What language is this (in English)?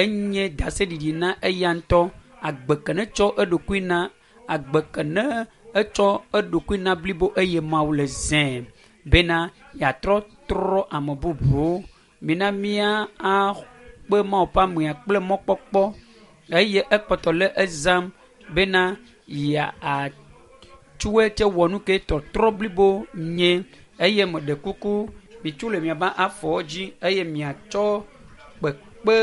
Ewe